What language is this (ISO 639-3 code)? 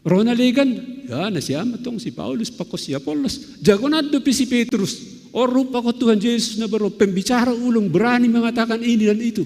bts